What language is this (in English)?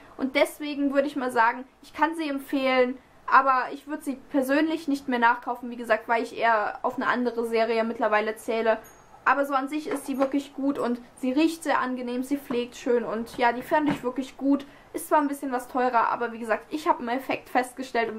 German